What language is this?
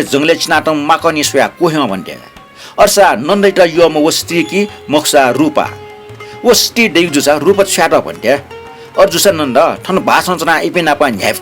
Newari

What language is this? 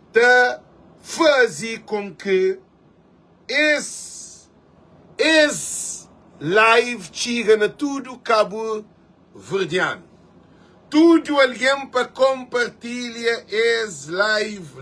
Kabuverdianu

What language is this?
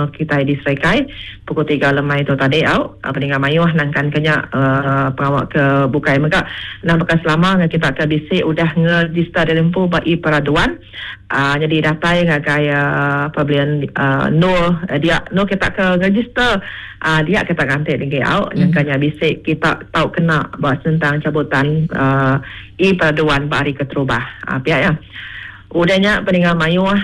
Iban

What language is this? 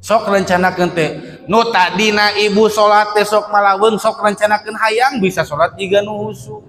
Sundanese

